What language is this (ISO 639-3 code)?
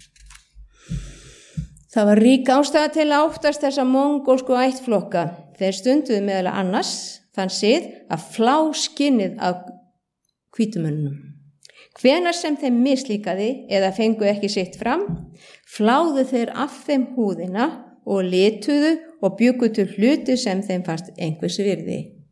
isl